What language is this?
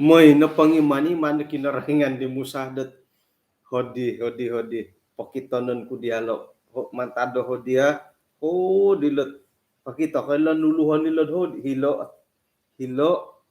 Central Dusun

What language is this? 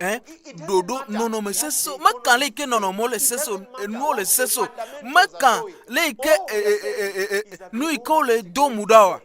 Ewe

